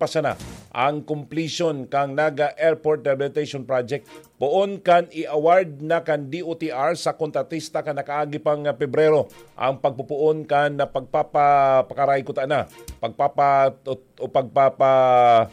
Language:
Bikol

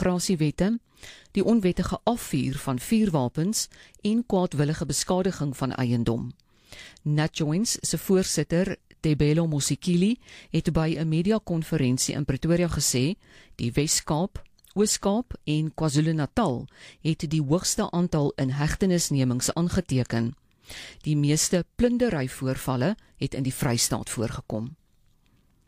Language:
Afrikaans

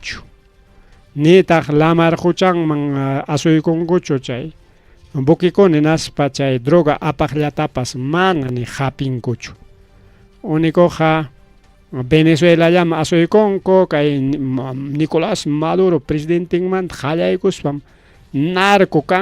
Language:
Ayacucho Quechua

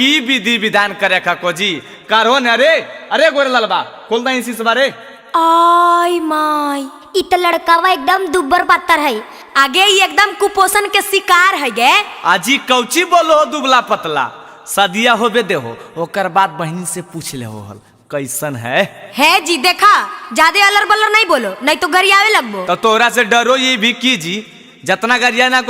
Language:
Magahi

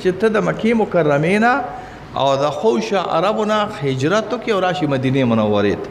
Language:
Pashto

